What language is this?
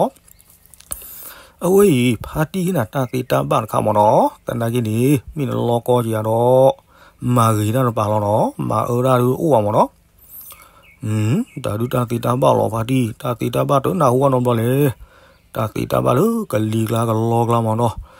S'gaw Karen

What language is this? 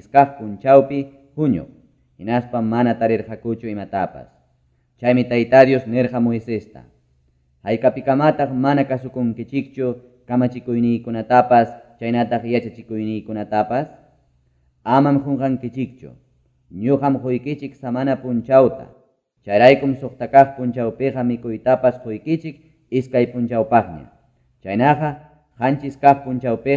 Quechua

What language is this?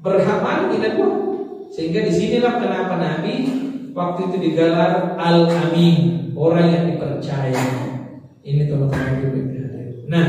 Buginese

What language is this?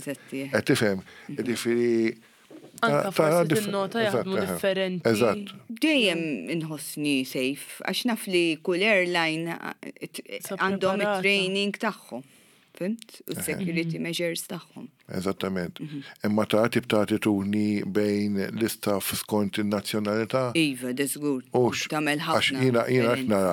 Maltese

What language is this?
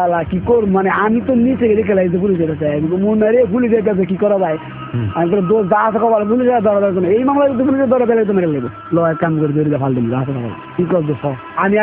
Bangla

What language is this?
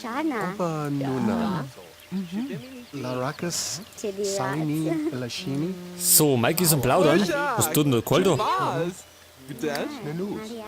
Bavarian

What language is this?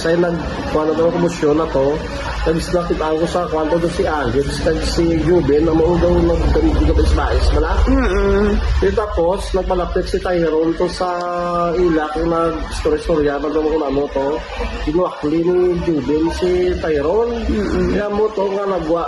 Hiligaynon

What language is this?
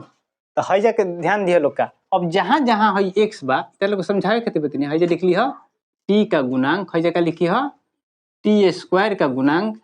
Bhojpuri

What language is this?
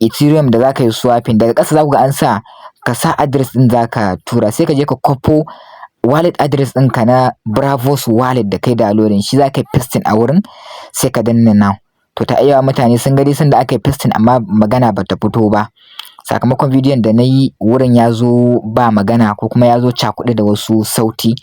Hausa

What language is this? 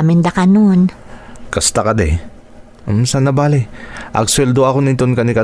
Iloko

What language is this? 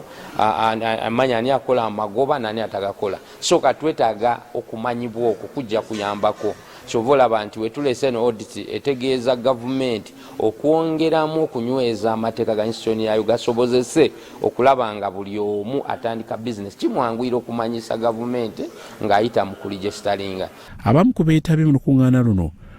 Ganda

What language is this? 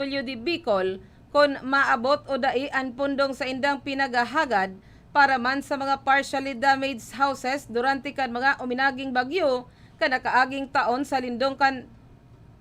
Bikol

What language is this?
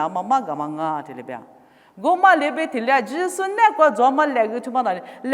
Lisu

